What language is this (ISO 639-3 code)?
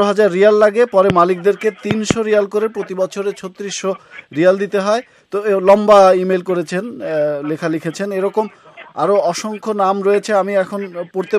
ben